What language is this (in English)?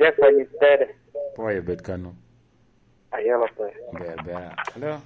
Lango (Uganda)